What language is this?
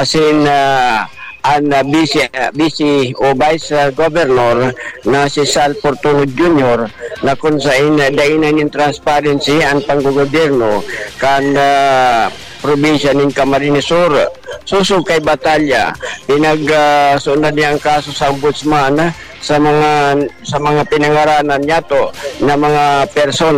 Bikol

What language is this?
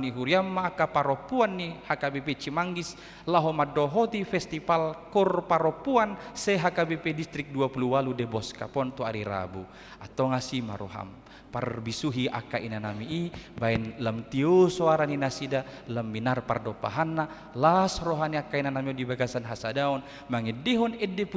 Batak Toba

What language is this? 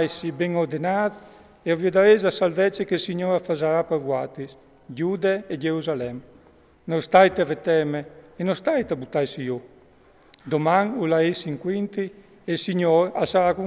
Friulian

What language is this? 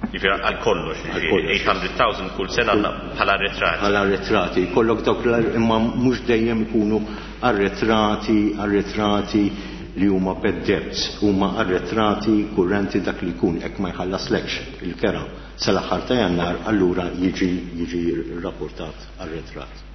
Maltese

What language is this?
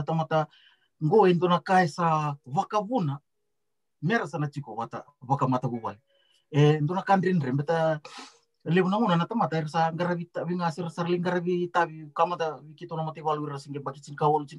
Fijian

